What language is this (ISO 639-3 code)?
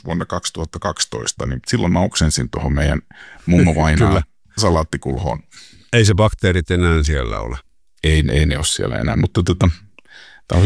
fin